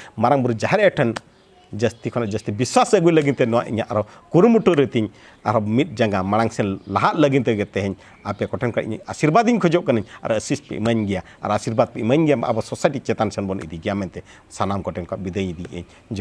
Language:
Santali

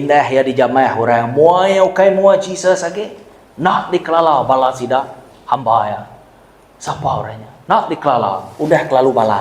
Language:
Iban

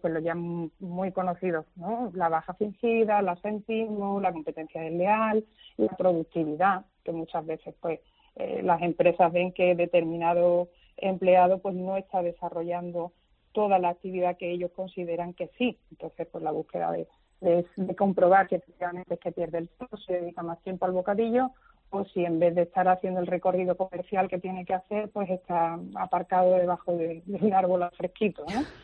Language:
Spanish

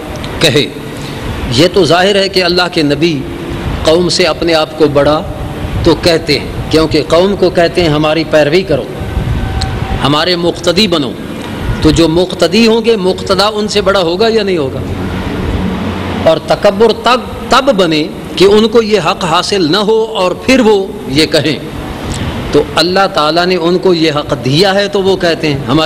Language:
Urdu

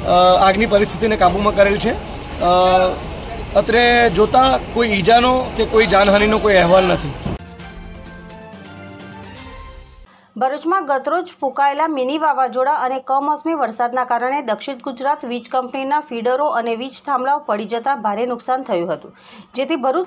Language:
Gujarati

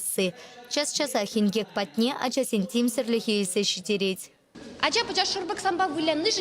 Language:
Chuvash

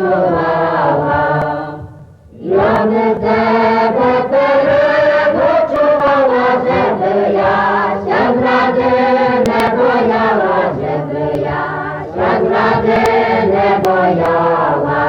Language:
Rusyn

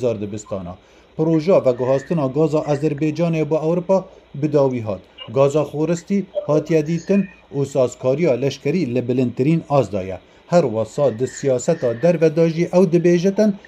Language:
Kurdish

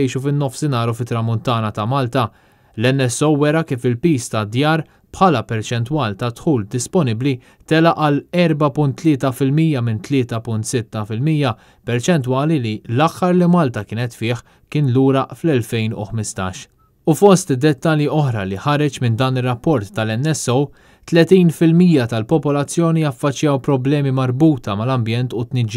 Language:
Maltese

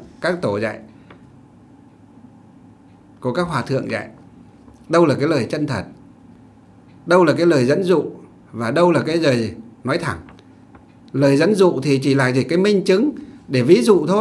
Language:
Vietnamese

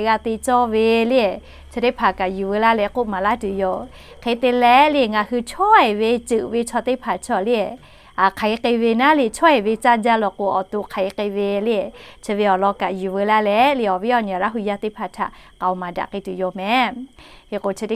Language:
Lahu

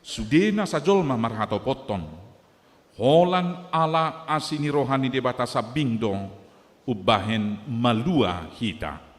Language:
Batak Toba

